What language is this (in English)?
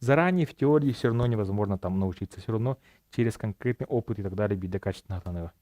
Yakut